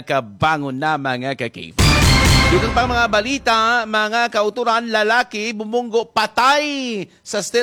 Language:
Hiligaynon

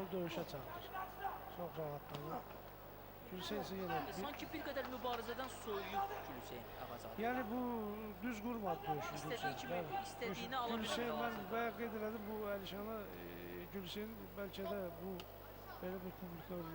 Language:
Azerbaijani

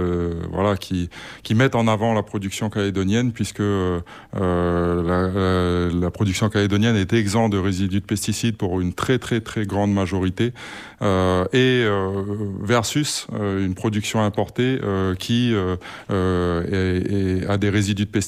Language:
French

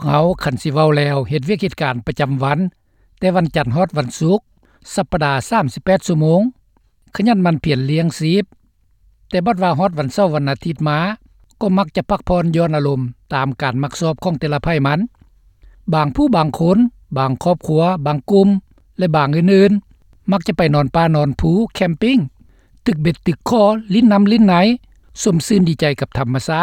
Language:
Lao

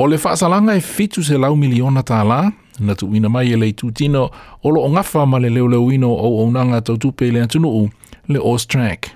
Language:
Samoan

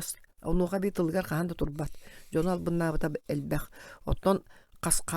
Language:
Yakut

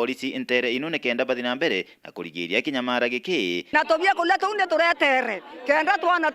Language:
Meru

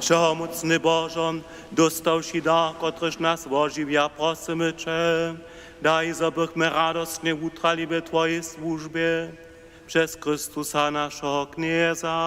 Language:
Upper Sorbian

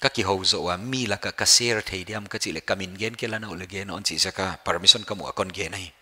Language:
Paite Chin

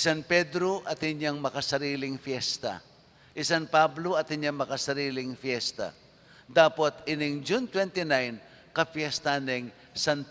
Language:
Pampanga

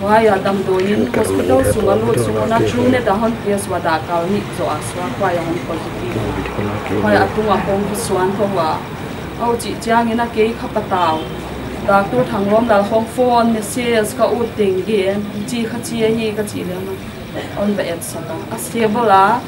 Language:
Paite Chin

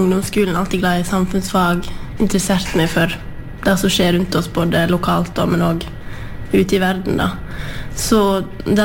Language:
Norwegian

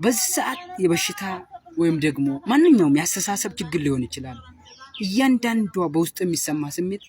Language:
Amharic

